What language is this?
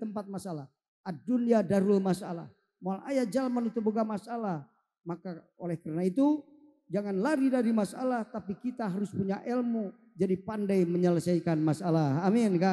Sundanese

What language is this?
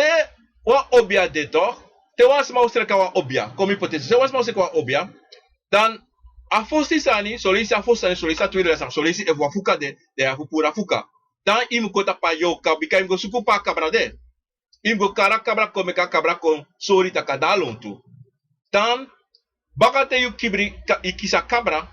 Sranan Tongo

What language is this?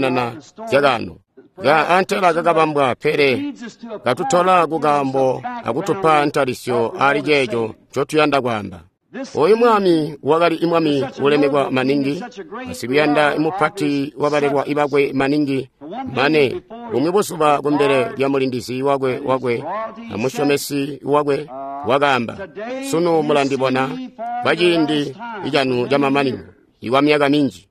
Tonga (Zambia)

